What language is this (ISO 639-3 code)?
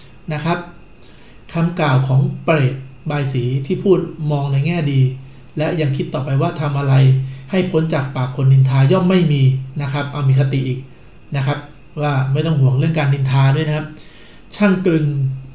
tha